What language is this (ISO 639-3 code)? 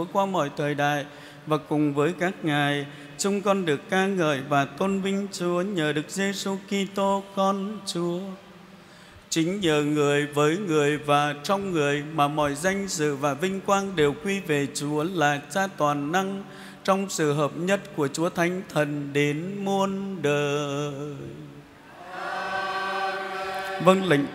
vie